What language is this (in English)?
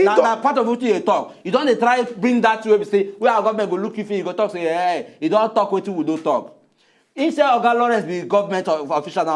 Nigerian Pidgin